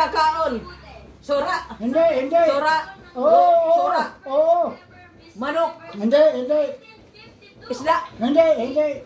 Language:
Waray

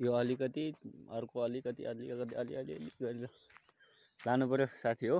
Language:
Nepali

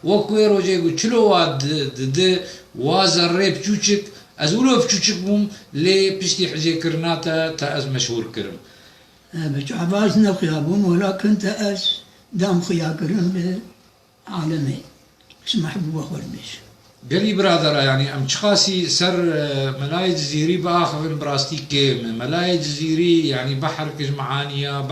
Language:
Kurdish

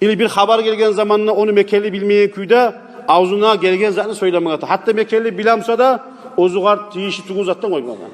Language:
Kumyk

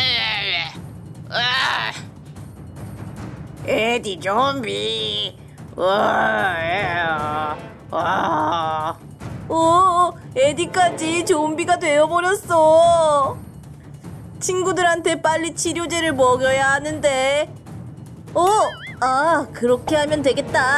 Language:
Korean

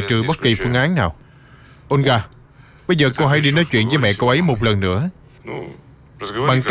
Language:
Vietnamese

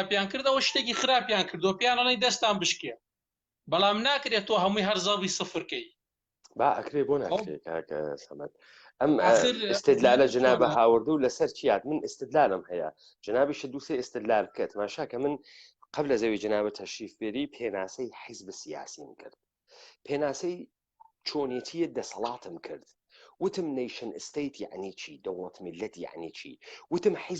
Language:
Central Kurdish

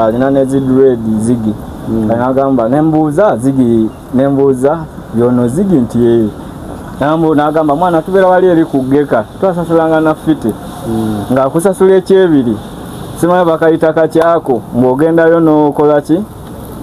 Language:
Ganda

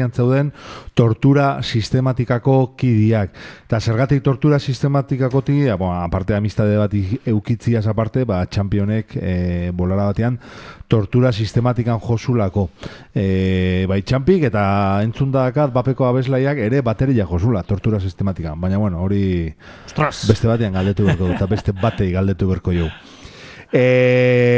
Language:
Basque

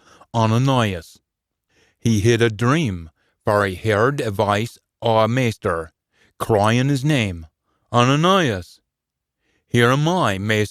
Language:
Scots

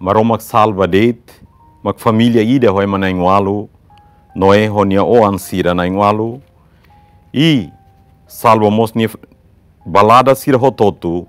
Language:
Tetum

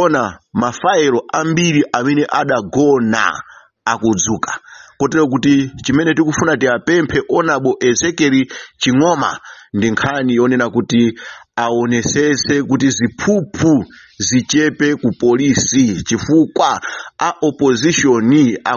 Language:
Nyanja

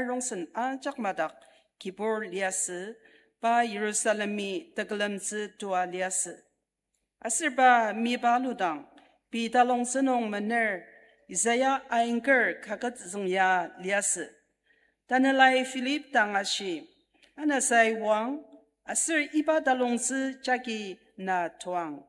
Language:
Ao Naga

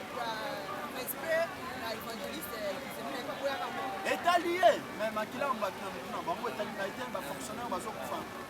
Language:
Lingala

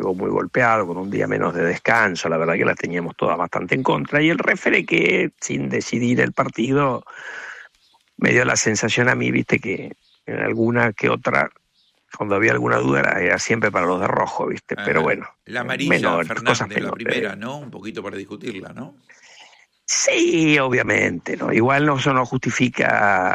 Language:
Spanish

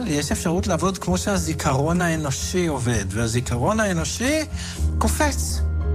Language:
Hebrew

